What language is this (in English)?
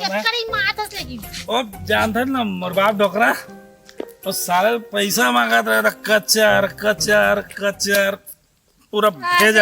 Chhattisgarhi